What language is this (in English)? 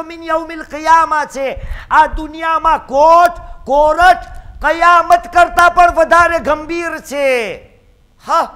Gujarati